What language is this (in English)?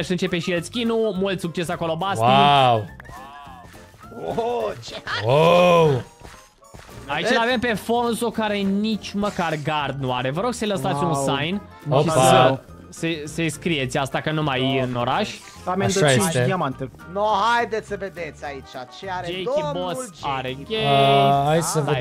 Romanian